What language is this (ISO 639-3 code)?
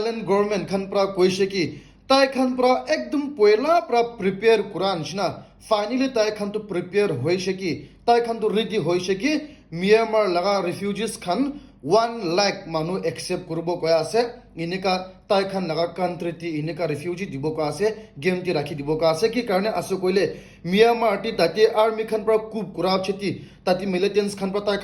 nag